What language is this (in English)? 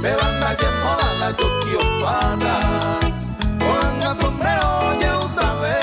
Guarani